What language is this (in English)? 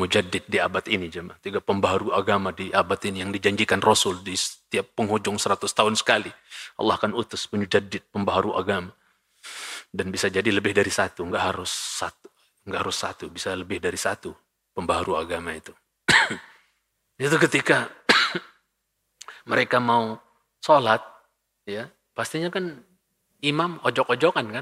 Indonesian